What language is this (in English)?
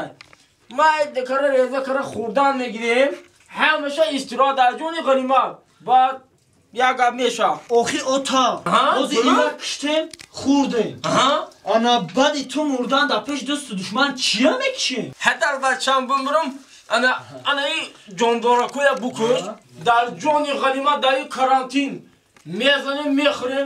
Tajik